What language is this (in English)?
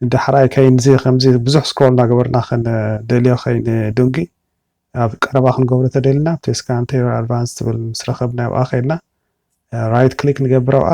Tigrinya